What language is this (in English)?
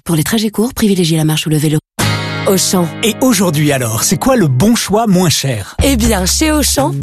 French